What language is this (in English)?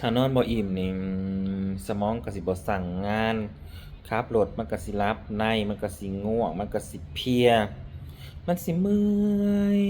Northeastern Thai